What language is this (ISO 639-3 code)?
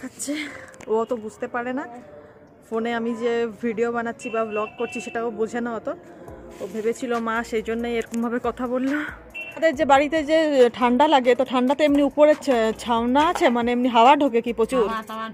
ben